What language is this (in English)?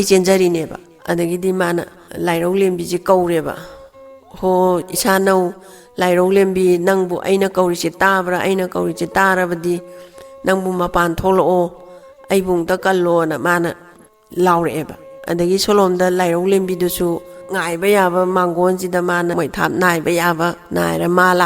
Manipuri